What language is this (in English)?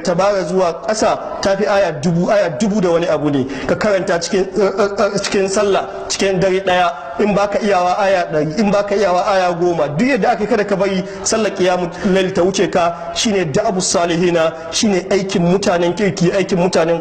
Hausa